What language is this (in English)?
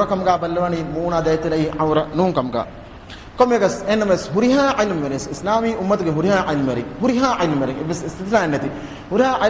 Divehi